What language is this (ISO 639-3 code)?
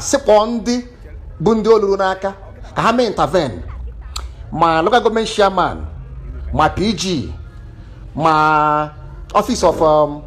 ibo